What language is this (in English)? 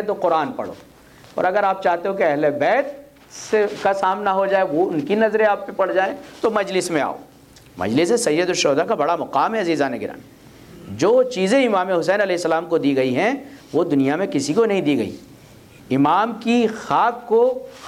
Urdu